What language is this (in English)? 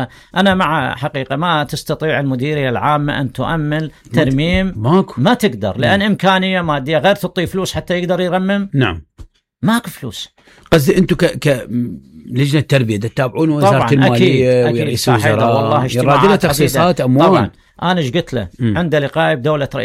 Mesopotamian Arabic